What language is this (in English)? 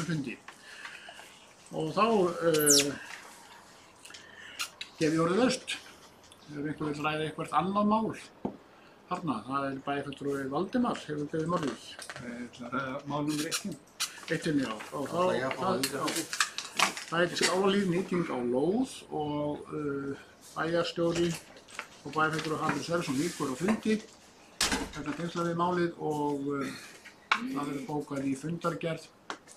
Icelandic